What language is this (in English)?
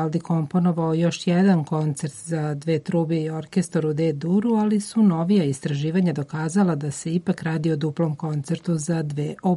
Serbian